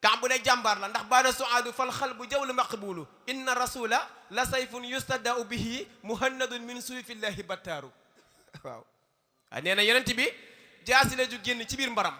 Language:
Wolof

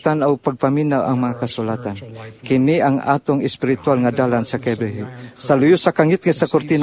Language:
Cebuano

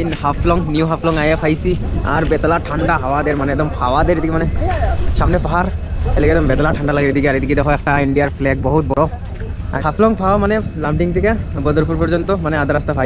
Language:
Sylheti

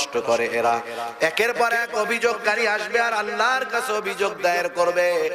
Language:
Bangla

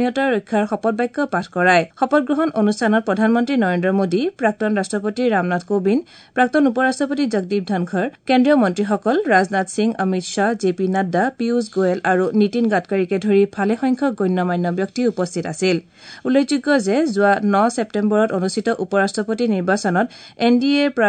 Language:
Assamese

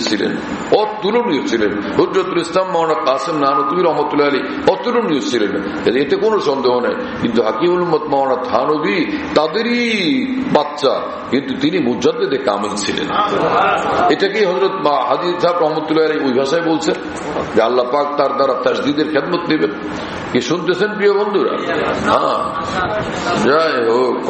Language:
Bangla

